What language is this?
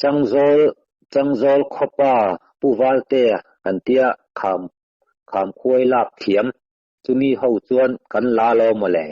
Mizo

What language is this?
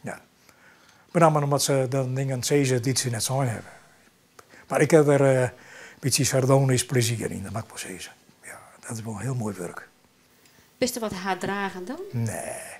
Western Frisian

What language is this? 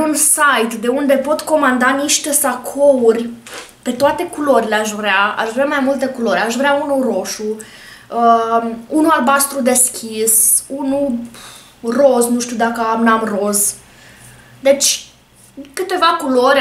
Romanian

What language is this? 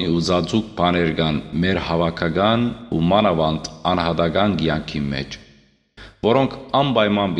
Western Armenian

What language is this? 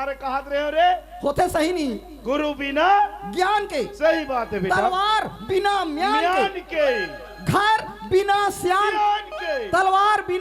Chhattisgarhi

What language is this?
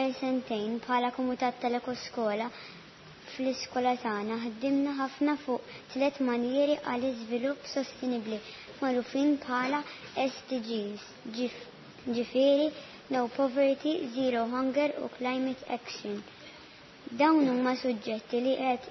Maltese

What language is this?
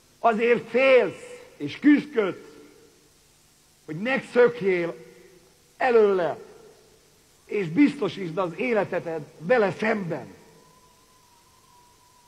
Hungarian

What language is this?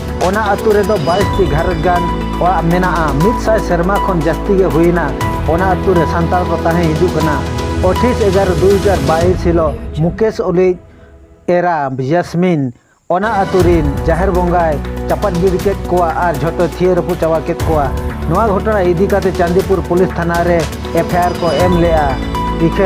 Santali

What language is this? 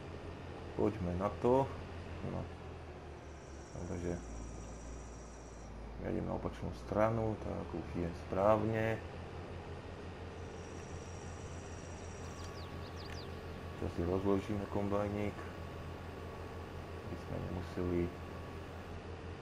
Slovak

